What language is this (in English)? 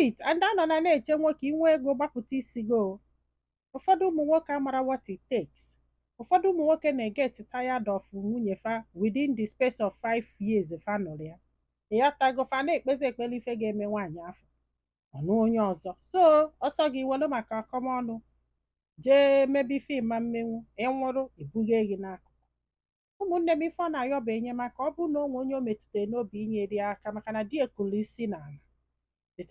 Igbo